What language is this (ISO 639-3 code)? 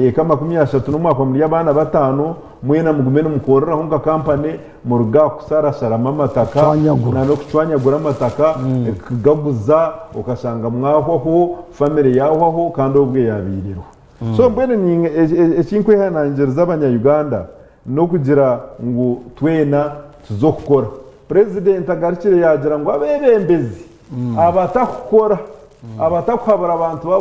nyn